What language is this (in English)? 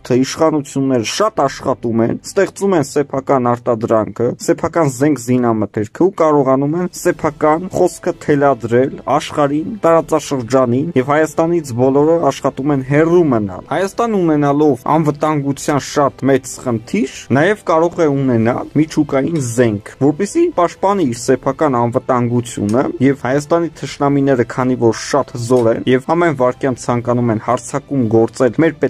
Armenian